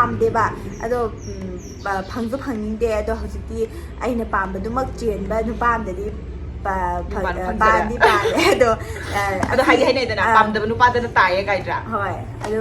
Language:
Manipuri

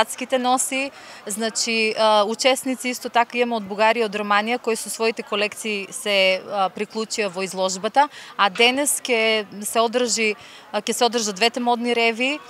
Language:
Macedonian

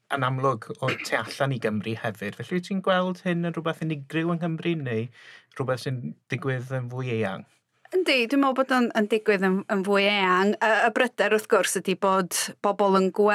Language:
Welsh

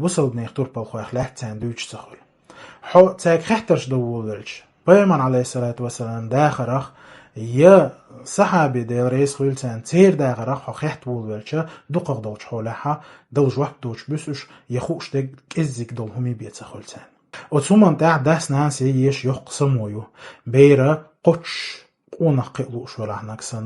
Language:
Chechen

